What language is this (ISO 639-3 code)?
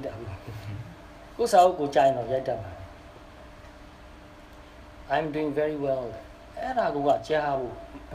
mya